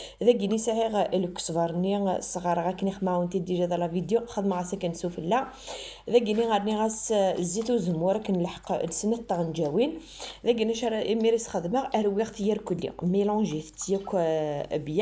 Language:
Kabyle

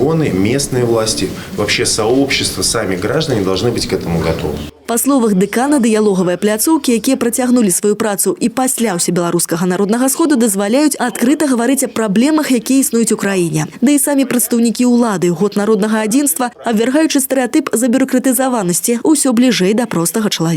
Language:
Belarusian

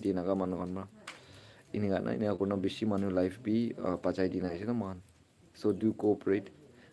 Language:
Naga Pidgin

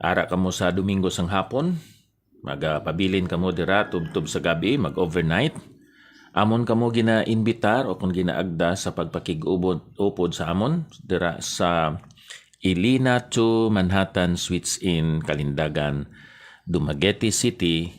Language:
Hiligaynon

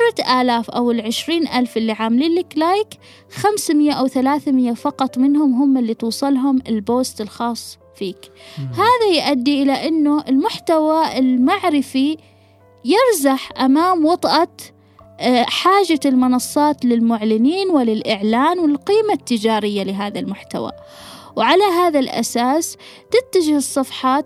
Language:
Gulf Arabic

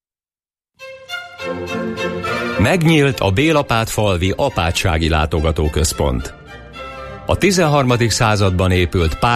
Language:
Hungarian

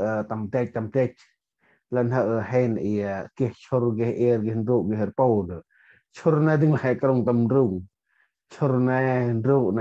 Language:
Central Mnong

